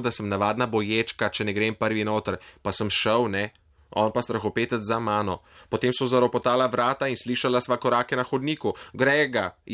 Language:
Slovenian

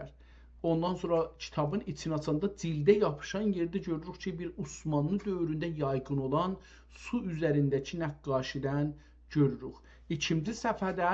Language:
South Azerbaijani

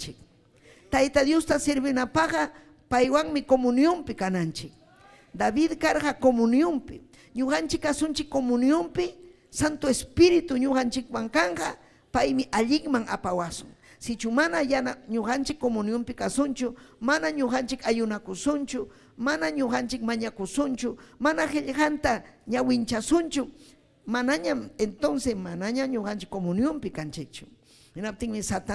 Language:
Ayacucho Quechua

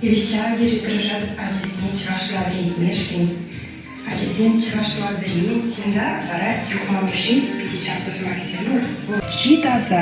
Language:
Chuvash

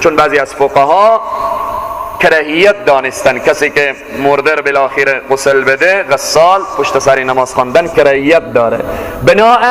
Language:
Persian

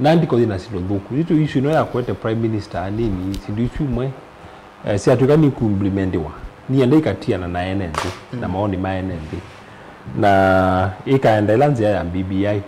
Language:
Kamba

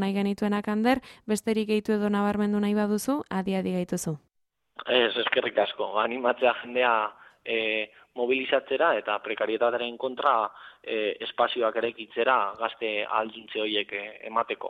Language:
Basque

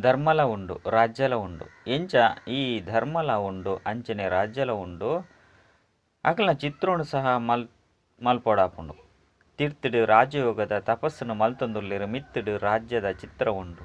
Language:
Tulu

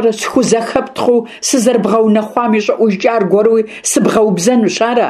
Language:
Kabardian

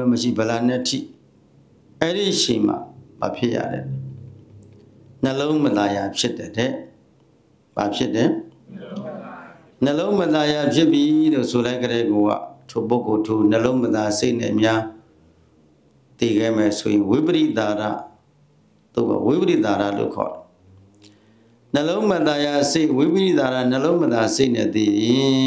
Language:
Burmese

